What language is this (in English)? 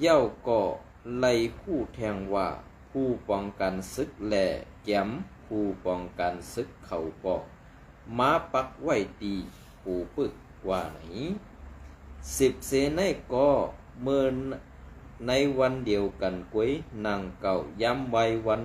Shan